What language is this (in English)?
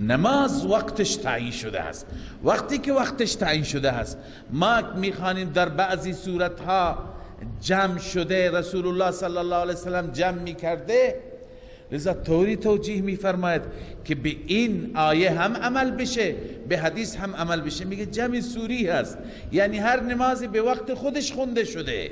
Persian